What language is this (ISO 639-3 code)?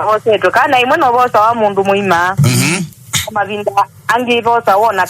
kam